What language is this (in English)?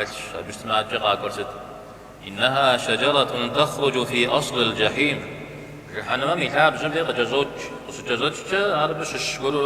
Kabardian